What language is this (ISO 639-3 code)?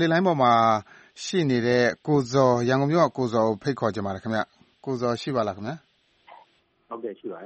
mya